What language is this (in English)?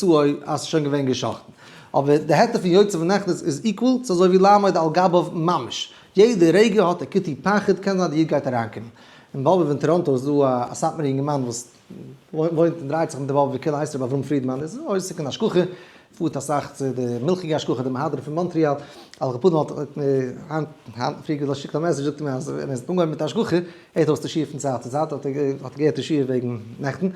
Yiddish